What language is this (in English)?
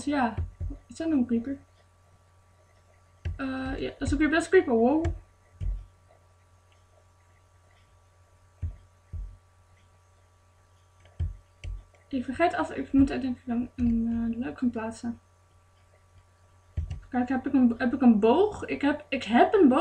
Dutch